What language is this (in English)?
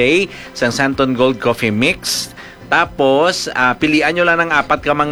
Hiligaynon